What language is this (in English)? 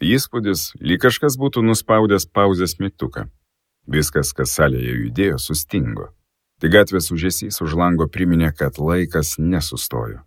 Lithuanian